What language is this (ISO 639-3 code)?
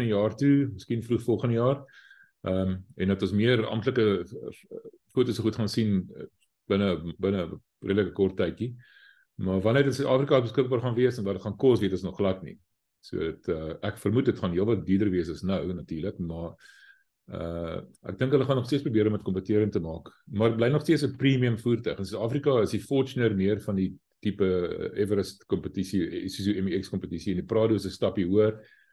afr